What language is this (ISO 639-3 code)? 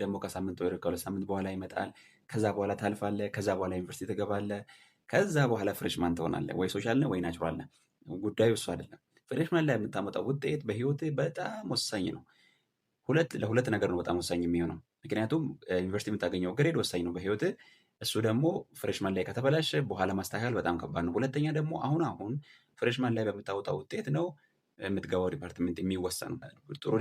amh